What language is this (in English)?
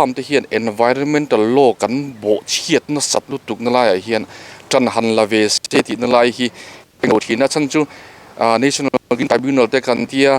Mizo